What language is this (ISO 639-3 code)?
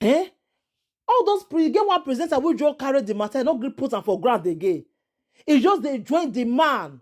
pcm